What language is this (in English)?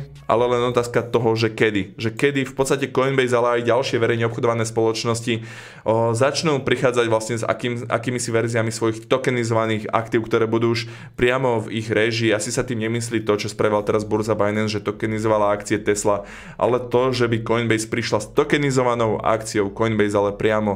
Slovak